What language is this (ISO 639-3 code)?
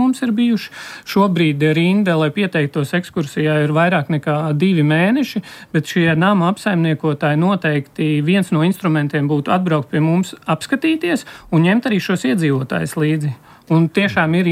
lav